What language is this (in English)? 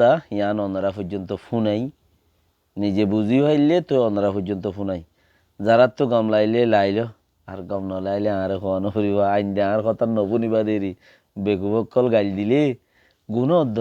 Rohingya